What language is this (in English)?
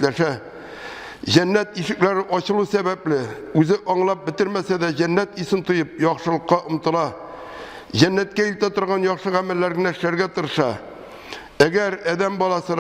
Tatar